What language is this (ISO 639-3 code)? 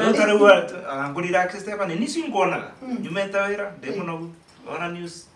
kik